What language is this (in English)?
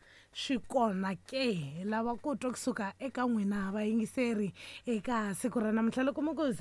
Tsonga